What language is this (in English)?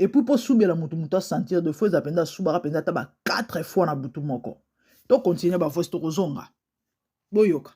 Lingala